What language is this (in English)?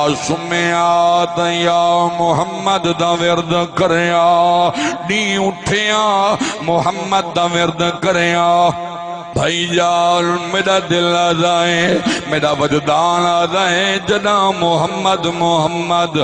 Saraiki